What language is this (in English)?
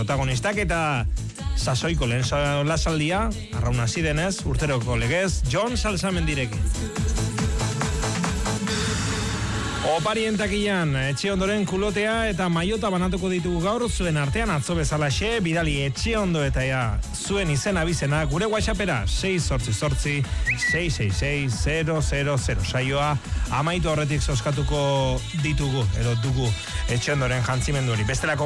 Basque